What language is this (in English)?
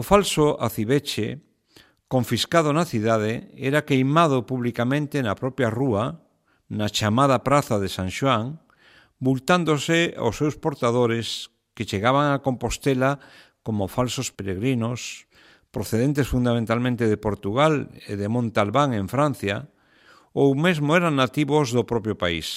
Galician